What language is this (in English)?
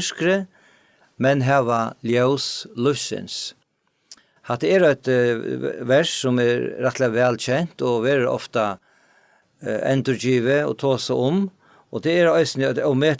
Faroese